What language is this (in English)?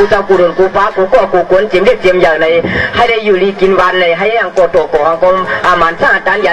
Shan